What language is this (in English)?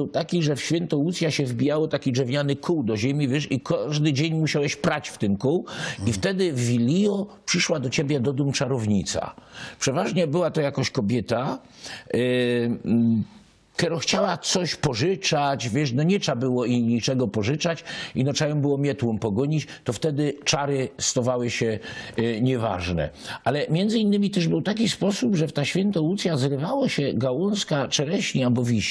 Silesian